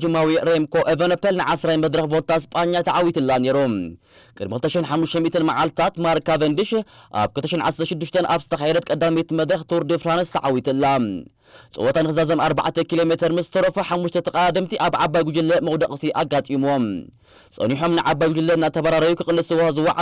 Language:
Tigrinya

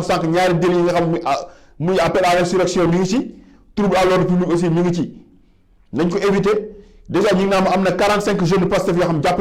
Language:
Wolof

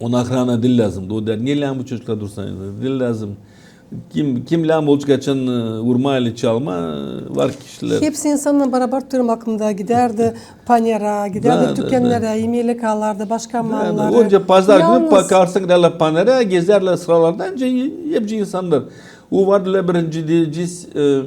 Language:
Gagauz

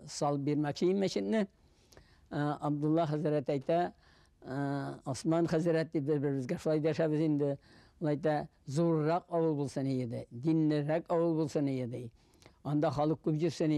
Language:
Tatar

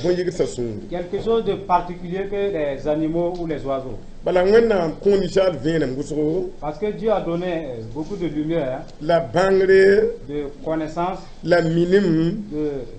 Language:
Mossi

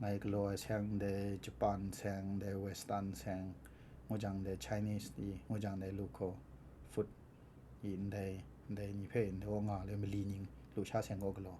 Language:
Kachin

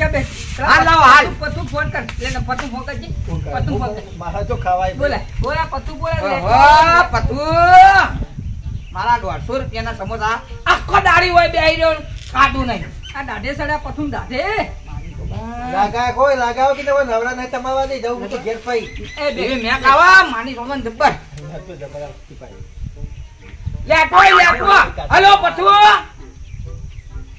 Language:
Gujarati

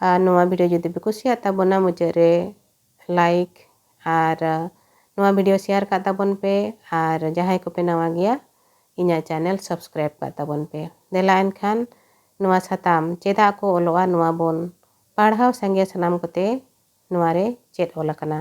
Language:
Santali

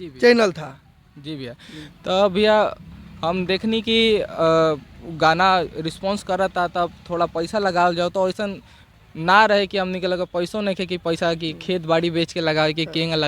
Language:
Bhojpuri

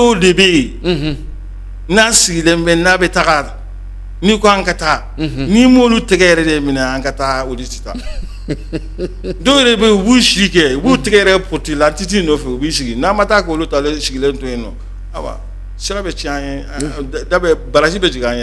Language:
Bambara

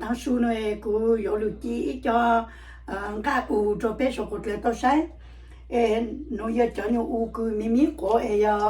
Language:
Hmong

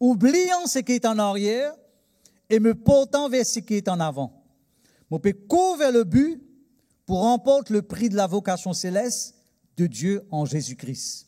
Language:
Morisyen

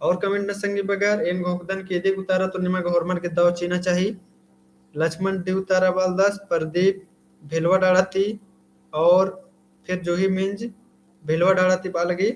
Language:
Kurukh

